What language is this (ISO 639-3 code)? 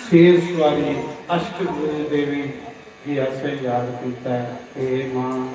doi